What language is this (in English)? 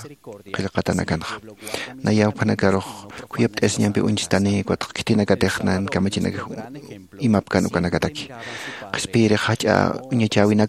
Aymara